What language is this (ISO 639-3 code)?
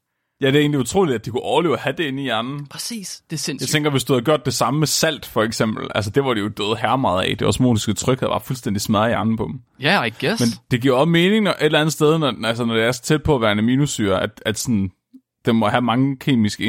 dan